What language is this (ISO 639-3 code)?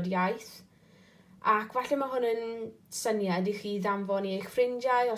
cym